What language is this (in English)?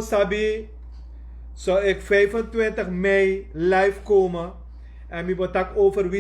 Sranan Tongo